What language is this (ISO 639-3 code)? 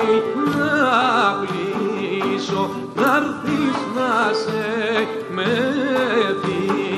ell